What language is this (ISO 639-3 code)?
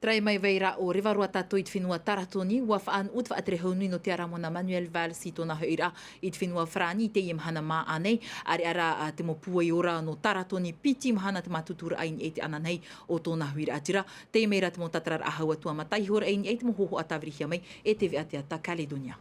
tah